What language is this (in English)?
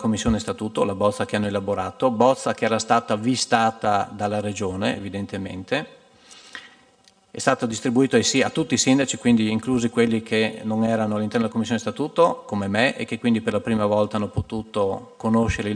Italian